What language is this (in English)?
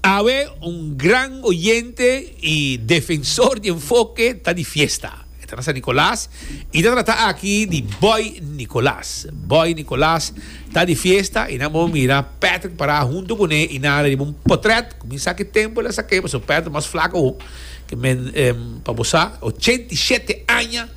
Papiamento